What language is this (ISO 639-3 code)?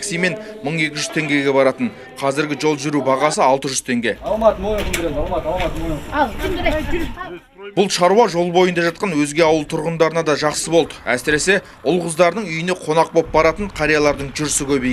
kaz